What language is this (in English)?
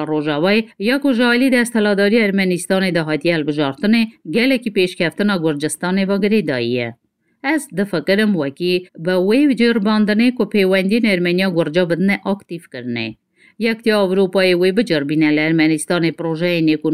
Kurdish